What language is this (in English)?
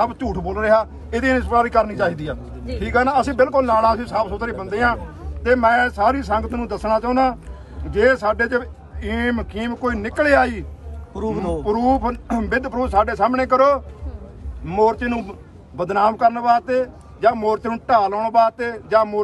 Punjabi